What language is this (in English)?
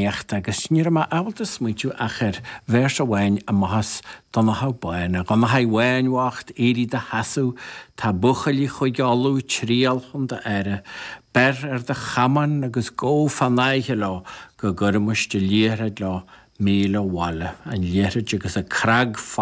Irish